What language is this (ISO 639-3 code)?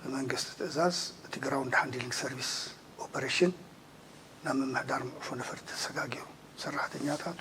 tir